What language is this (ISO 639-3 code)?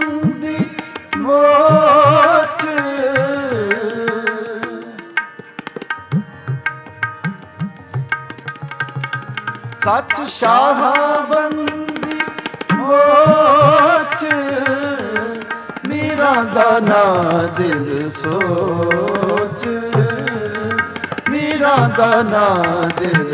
pan